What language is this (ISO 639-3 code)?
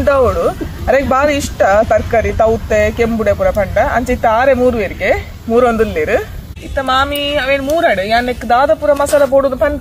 tcy